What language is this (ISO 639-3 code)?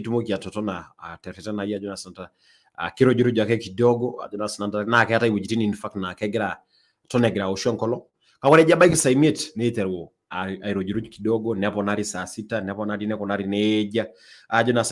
mas